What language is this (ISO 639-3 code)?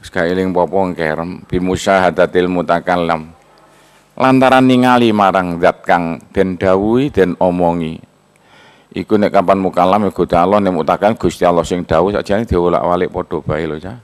jav